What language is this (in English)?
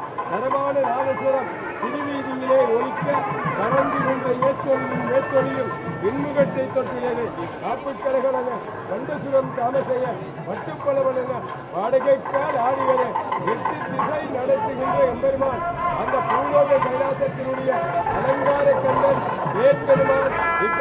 Tamil